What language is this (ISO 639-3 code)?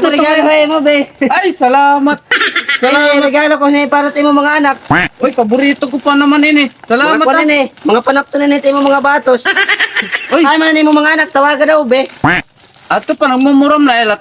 war